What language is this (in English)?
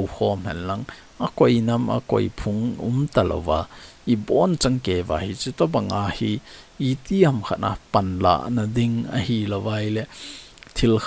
Thado Chin